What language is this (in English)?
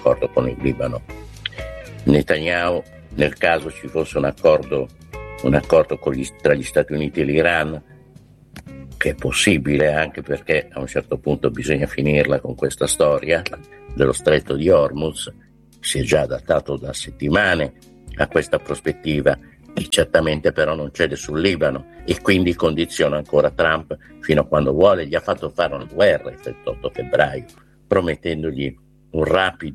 Italian